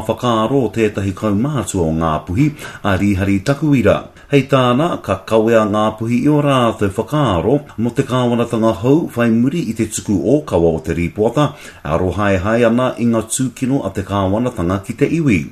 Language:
Māori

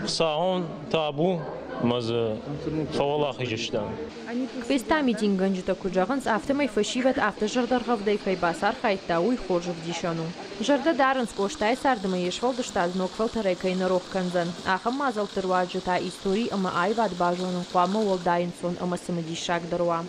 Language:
Ossetic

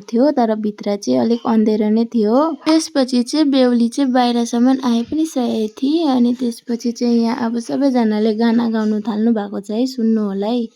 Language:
Nepali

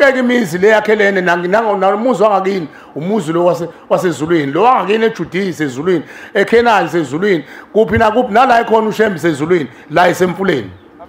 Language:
Zulu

